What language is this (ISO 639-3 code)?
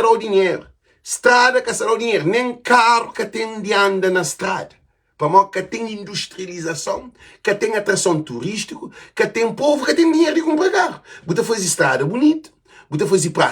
kea